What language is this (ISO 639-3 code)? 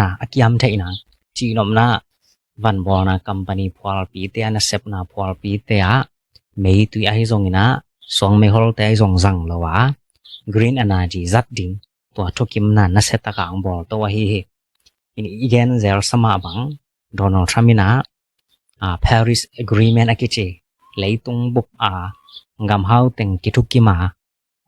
ctd